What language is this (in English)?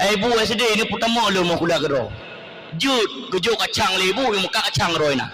Achinese